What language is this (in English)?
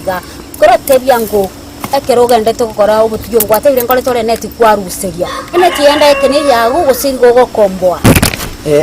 Gusii